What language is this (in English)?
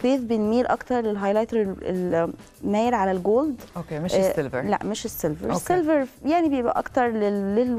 Egyptian Arabic